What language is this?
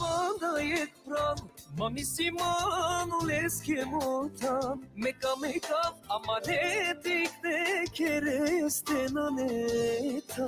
Balkan Romani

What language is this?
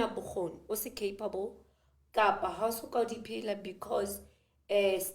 Southern Sotho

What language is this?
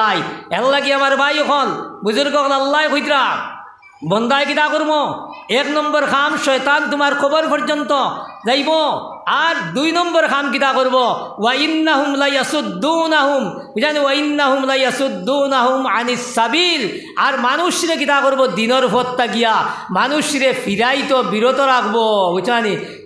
Sylheti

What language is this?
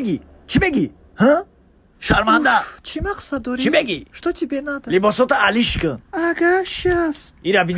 Tajik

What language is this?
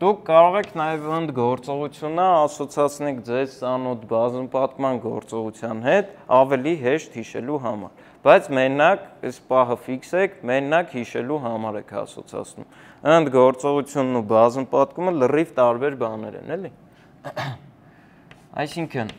Armenian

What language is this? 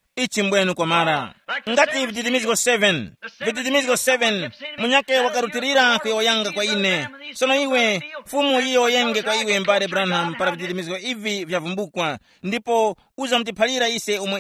Tumbuka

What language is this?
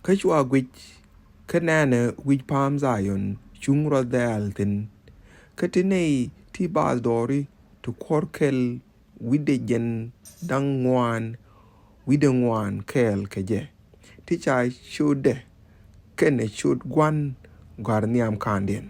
Nuer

